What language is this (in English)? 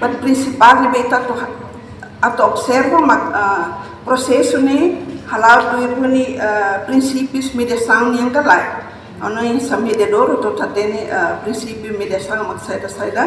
Tetum